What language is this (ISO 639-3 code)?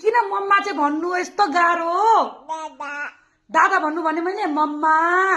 nep